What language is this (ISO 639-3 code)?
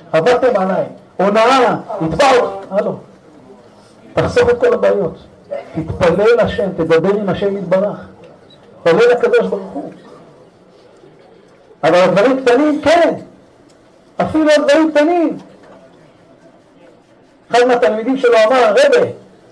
heb